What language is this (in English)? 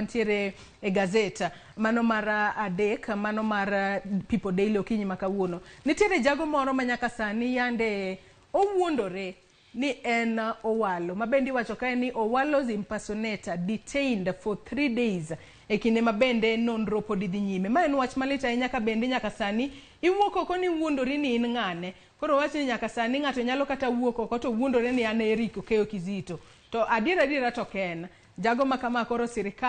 Luo (Kenya and Tanzania)